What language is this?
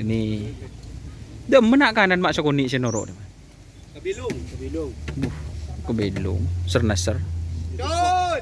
Madurese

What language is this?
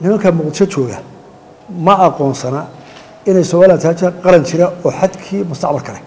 Somali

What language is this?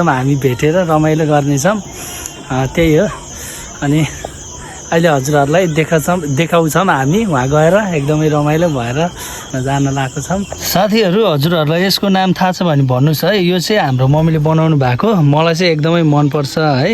Nepali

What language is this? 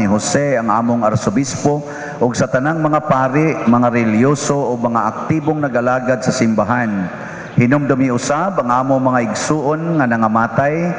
Cebuano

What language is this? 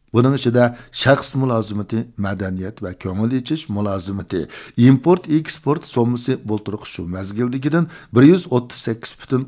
Uyghur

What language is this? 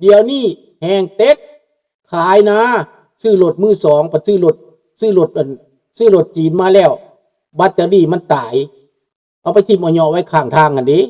Lao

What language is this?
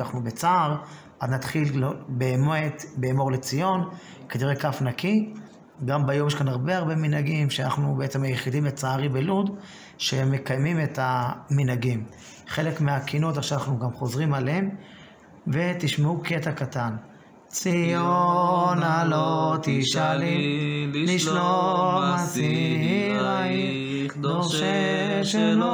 Hebrew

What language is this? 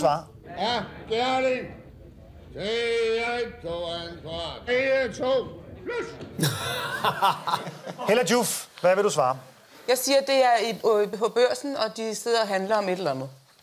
Danish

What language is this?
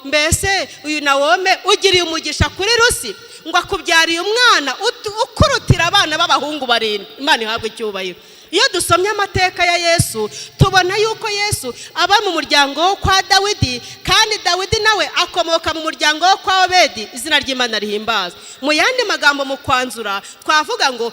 Kinyarwanda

